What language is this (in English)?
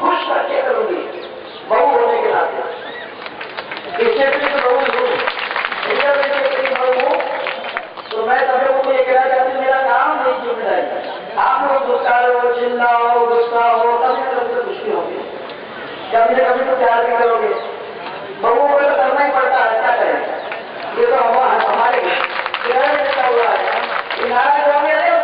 Hindi